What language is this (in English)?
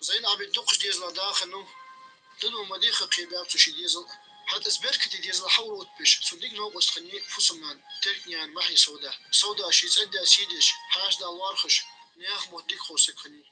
Ingush